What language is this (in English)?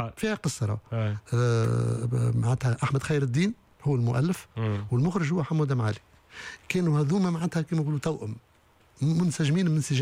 Tunisian Arabic